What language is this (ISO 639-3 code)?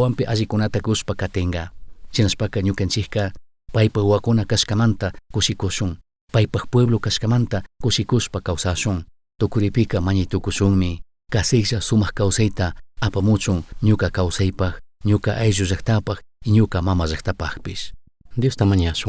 qug